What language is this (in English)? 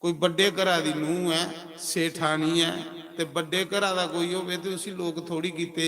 Dogri